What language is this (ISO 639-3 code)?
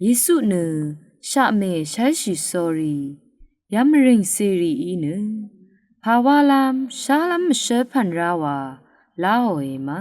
raw